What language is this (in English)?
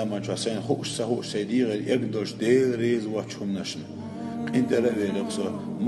Chechen